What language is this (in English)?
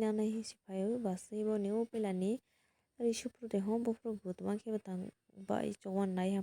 Kok Borok